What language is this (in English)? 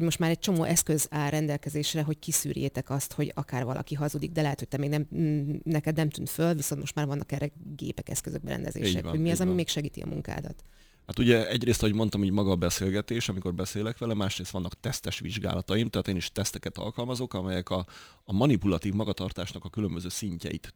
Hungarian